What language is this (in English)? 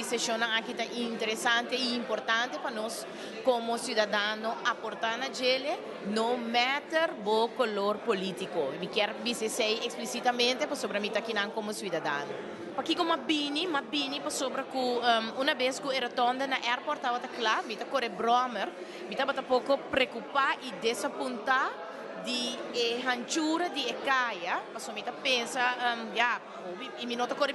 Papiamento